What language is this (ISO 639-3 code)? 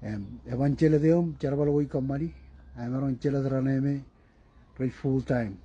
mah